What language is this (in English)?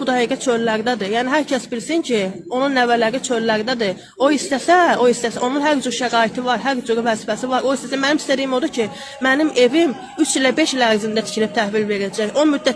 Azerbaijani